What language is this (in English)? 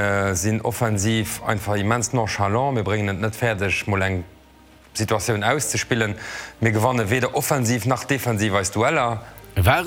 Luxembourgish